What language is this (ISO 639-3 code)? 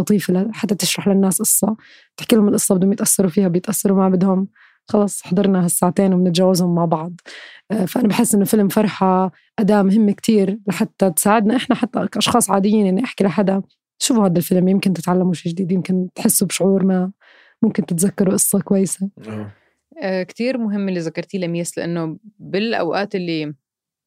apc